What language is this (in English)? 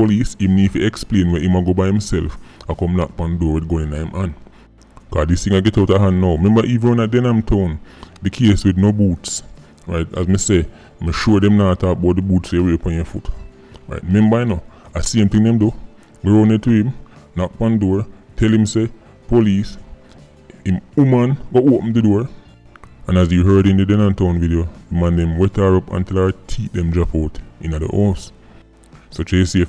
Jamaican Creole English